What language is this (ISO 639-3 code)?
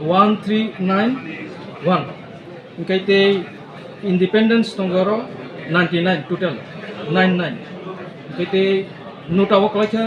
trp